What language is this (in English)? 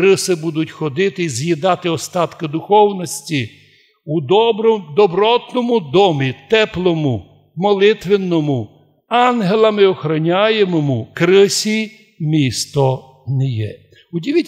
Rusyn